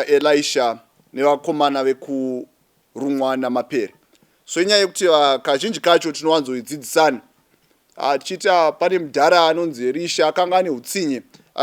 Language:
Shona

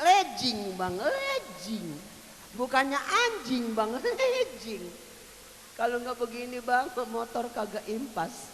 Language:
Betawi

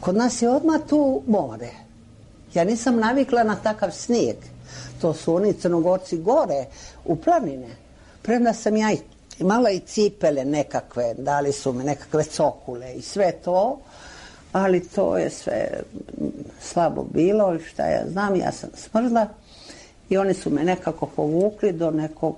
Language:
Serbian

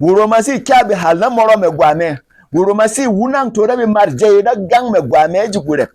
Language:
Berom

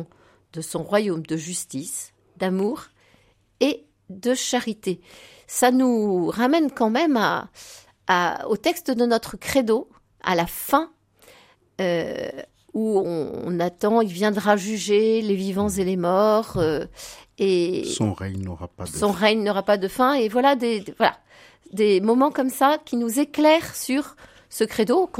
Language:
French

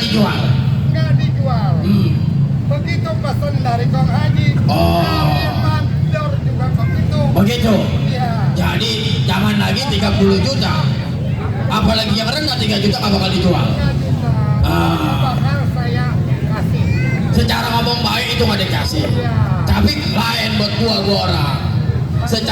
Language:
Betawi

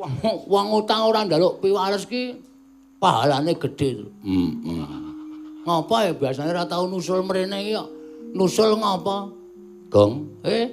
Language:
Javanese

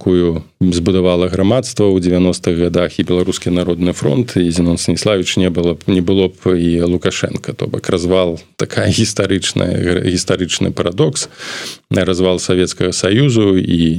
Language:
Belarusian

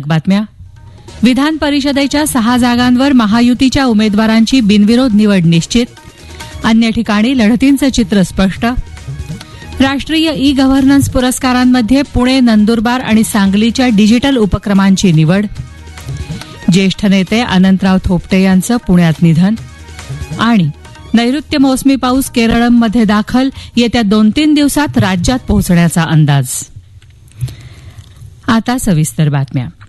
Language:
Marathi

